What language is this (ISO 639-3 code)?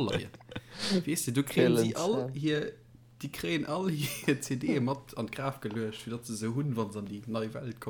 ltz